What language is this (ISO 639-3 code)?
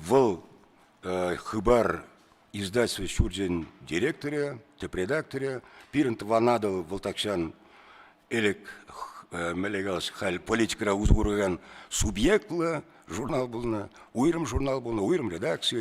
chv